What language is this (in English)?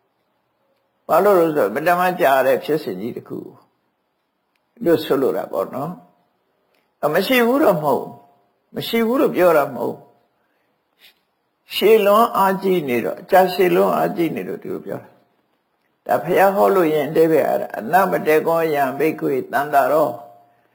Burmese